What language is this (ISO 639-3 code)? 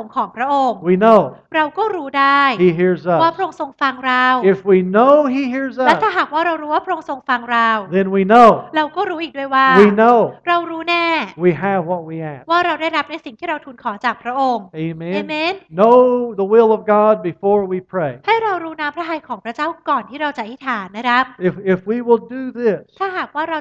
tha